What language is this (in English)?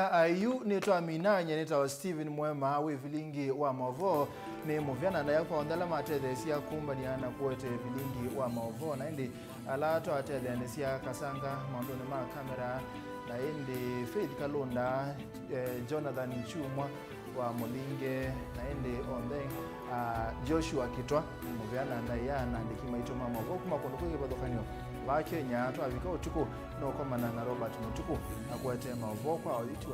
Kamba